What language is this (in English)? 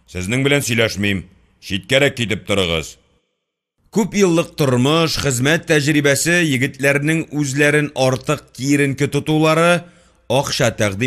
Tatar